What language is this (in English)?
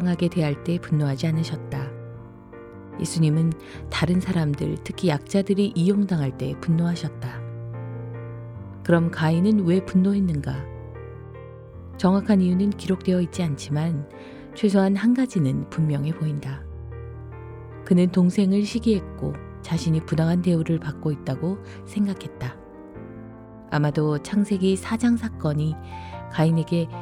Korean